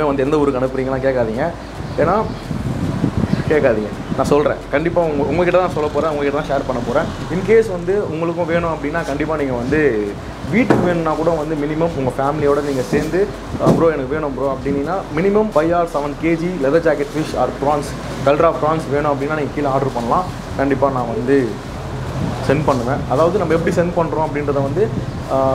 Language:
Tamil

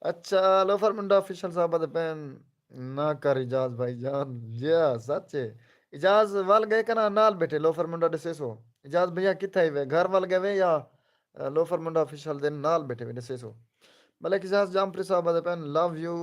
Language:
Saraiki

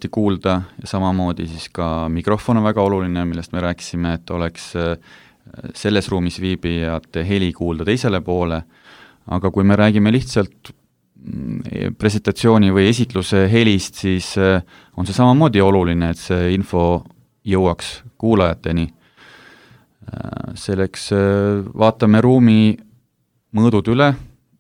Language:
Estonian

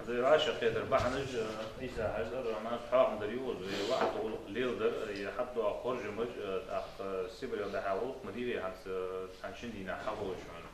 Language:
Ingush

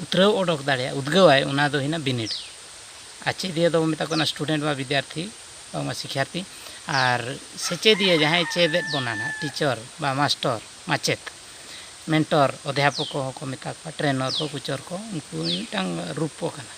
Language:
Santali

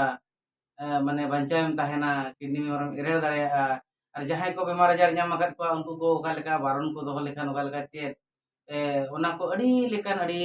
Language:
Santali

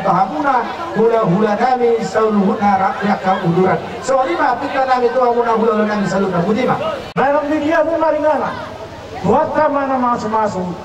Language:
Batak Toba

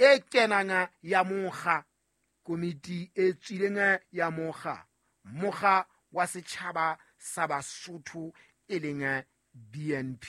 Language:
Southern Sotho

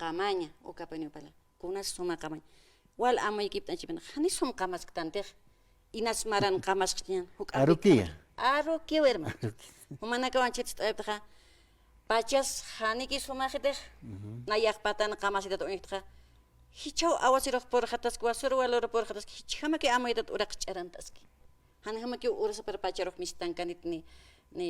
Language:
Aymara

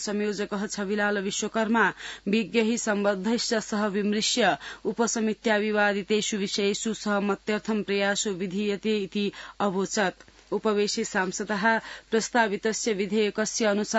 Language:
Sanskrit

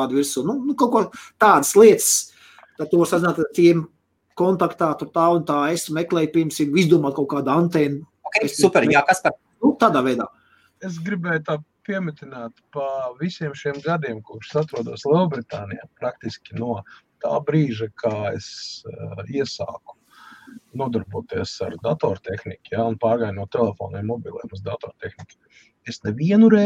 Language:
Latvian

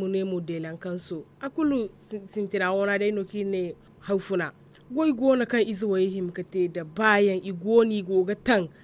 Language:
Zarma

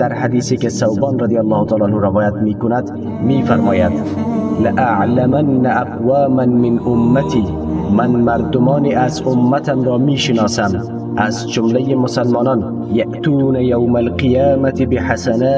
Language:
Tajik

